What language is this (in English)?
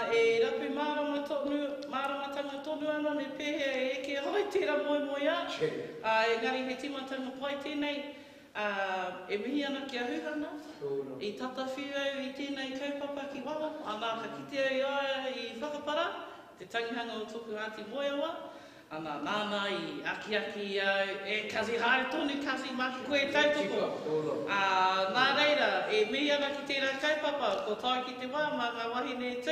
Māori